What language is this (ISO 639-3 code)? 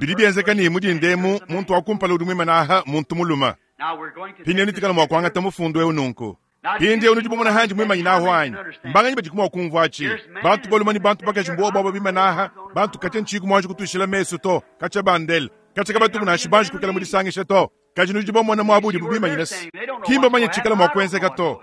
lua